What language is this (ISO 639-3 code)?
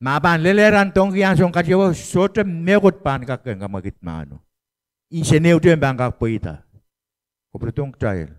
pon